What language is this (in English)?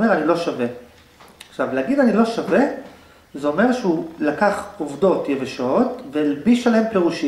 Hebrew